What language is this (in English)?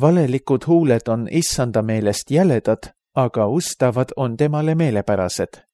Estonian